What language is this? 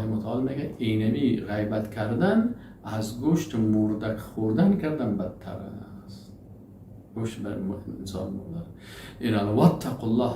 Persian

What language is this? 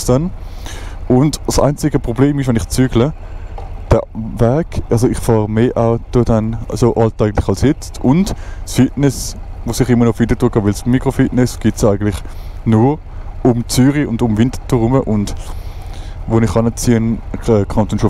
Swiss German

